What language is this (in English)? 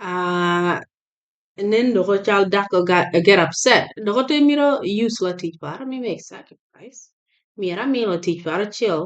Acoli